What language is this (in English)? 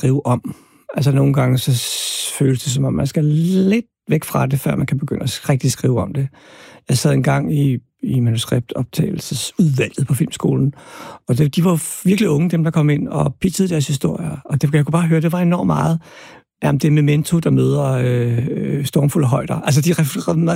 Danish